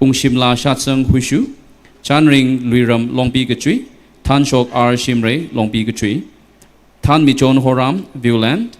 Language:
Tangkhul Naga (India)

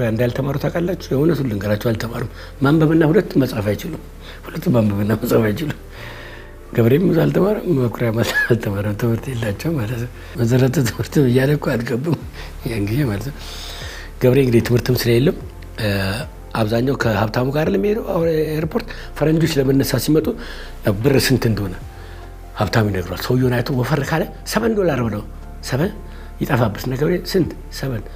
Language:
Amharic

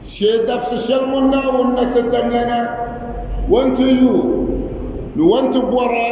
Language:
Dagbani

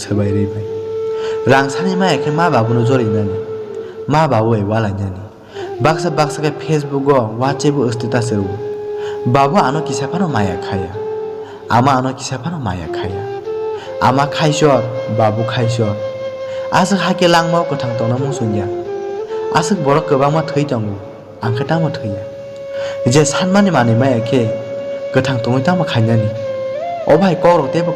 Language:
Kok Borok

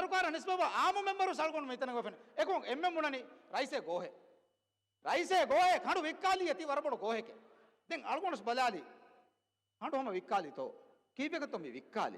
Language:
Divehi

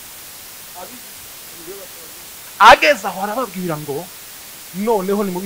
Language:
Kinyarwanda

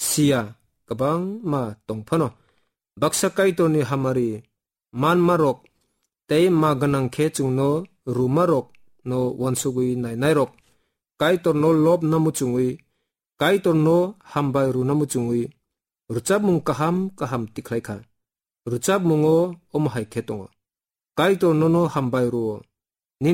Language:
Kok Borok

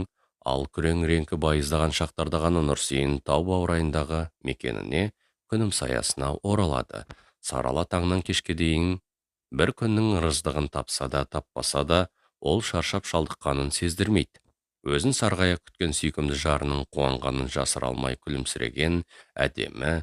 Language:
Kazakh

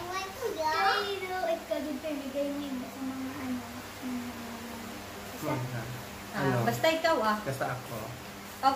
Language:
Filipino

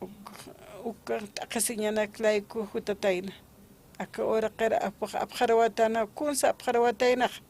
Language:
Aymara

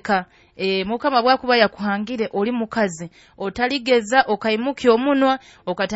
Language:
Nyoro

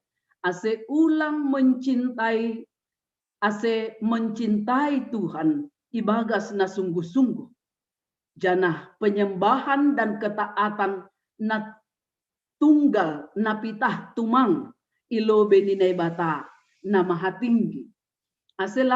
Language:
Batak Simalungun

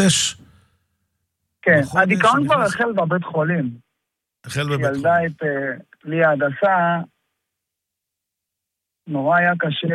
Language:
Hebrew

